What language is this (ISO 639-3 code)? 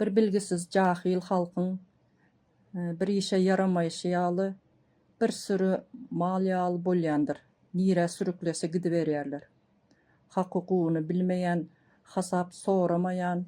tuk